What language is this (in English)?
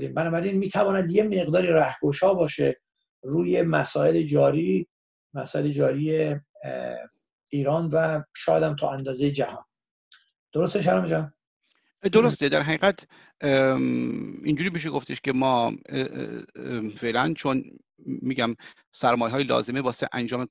Persian